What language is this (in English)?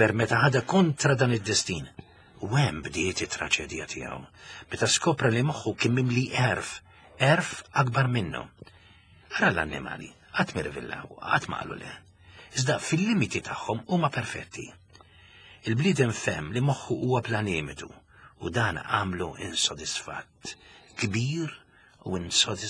Maltese